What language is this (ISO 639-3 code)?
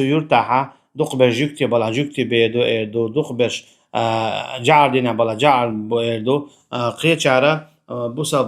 che